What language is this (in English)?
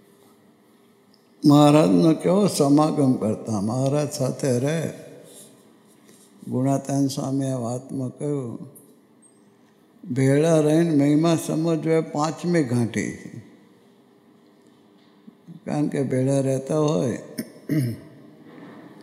Gujarati